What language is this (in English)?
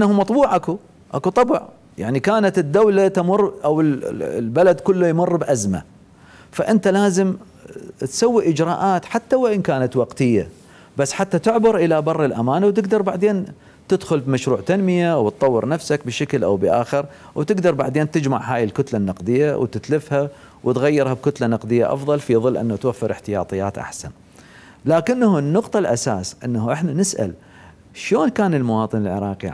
Mesopotamian Arabic